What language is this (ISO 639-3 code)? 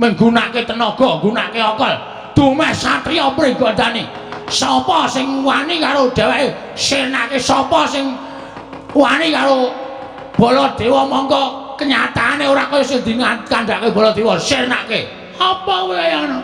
jav